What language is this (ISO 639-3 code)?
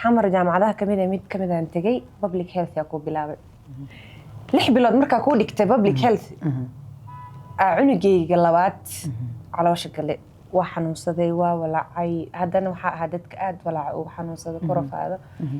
som